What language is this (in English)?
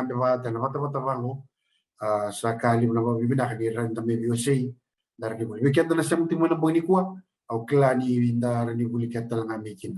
Fijian